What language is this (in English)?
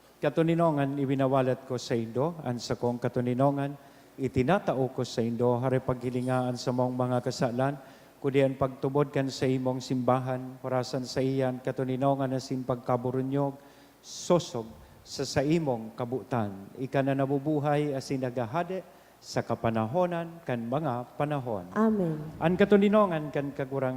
Bikol